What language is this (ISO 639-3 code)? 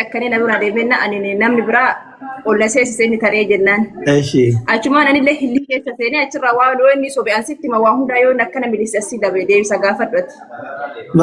orm